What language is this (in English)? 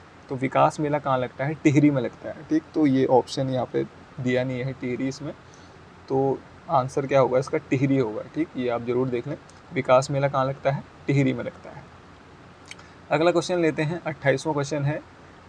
Hindi